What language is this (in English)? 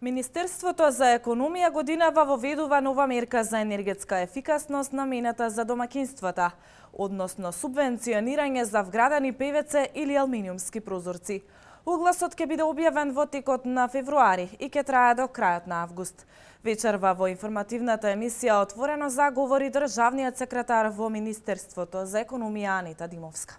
Macedonian